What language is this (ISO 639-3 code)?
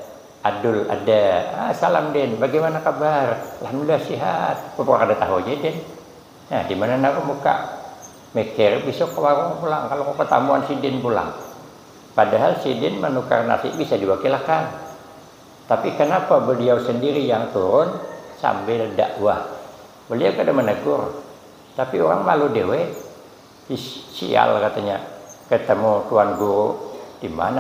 bjn